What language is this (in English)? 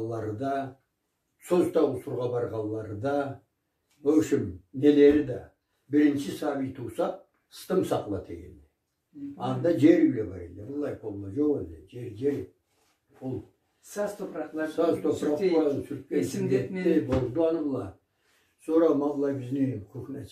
Karachay-Balkar